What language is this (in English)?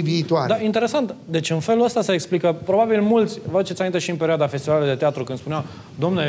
Romanian